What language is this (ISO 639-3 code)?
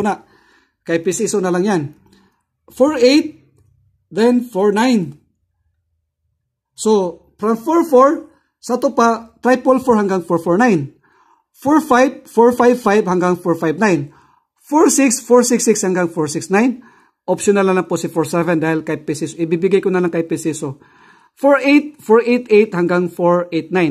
fil